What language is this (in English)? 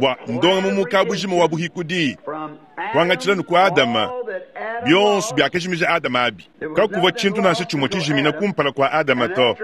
Luba-Lulua